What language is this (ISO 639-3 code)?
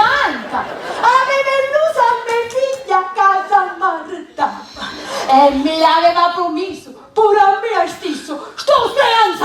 scn